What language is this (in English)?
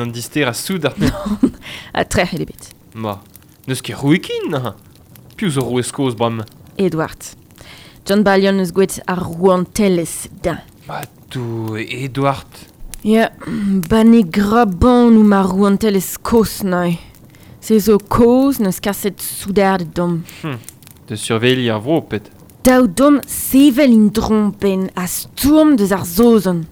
Breton